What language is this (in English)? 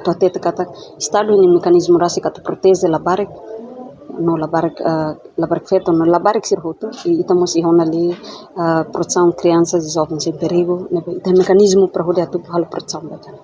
Tetum